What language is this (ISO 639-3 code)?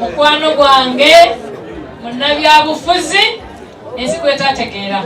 lug